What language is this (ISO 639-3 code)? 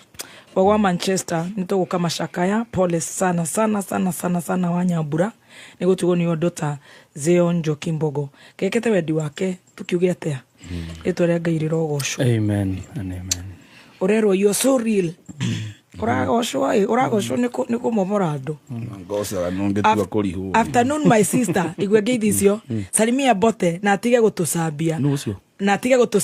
kik